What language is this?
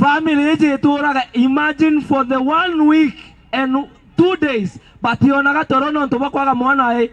Meru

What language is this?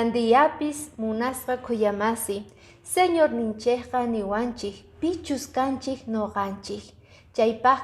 Quechua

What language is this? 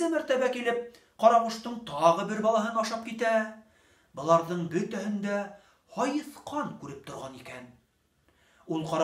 Bashkir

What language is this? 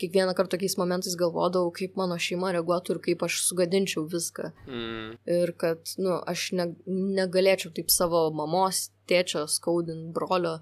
Lithuanian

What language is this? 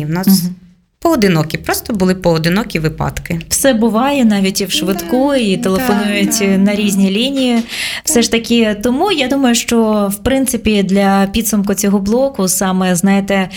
Ukrainian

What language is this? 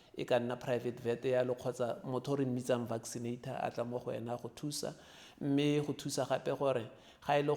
Tswana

